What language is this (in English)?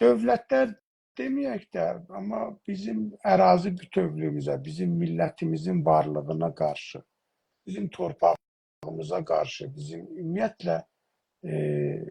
South Azerbaijani